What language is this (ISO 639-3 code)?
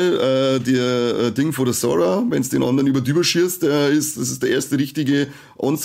bar